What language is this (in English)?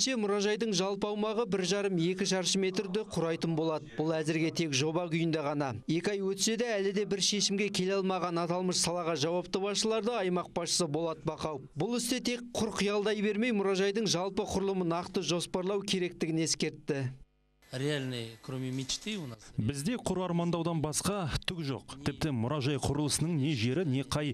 Kazakh